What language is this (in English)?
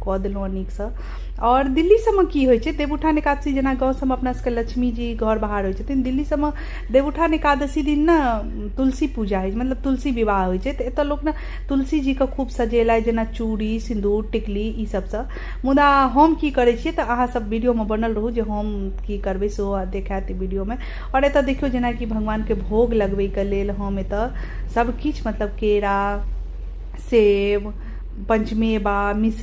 Maithili